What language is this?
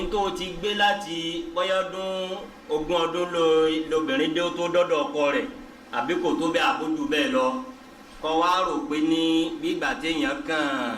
Yoruba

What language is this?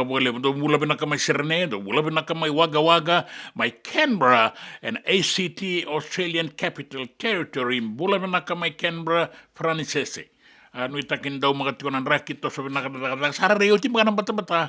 Fijian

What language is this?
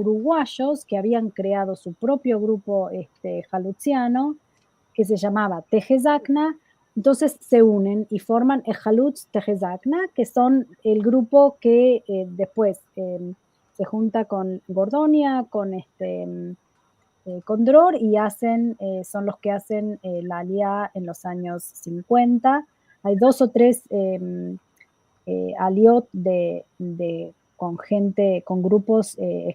Ladino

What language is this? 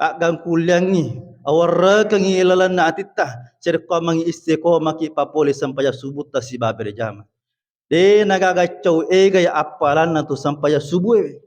Buginese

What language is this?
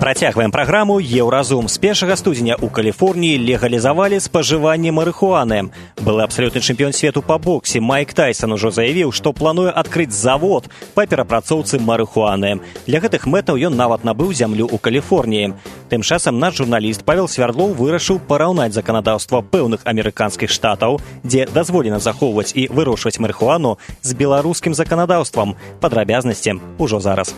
Belarusian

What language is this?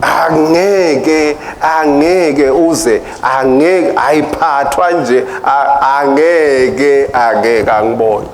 Swati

